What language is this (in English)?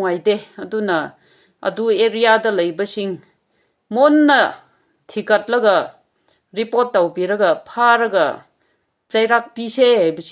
Manipuri